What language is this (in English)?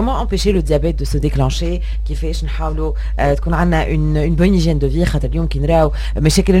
Tunisian Arabic